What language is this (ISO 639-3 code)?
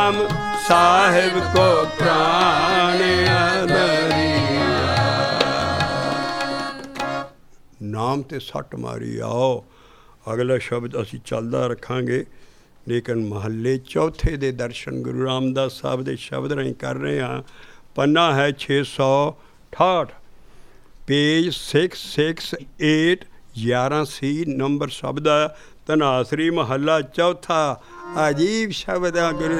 pan